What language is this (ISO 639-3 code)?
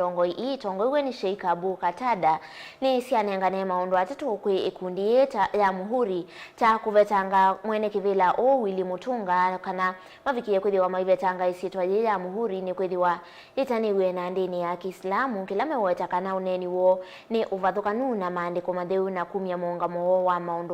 kam